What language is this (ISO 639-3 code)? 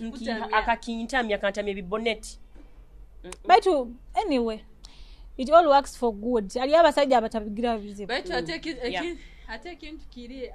nyo